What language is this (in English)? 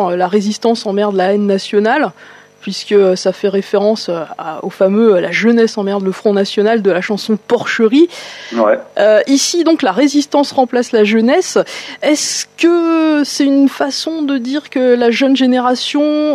French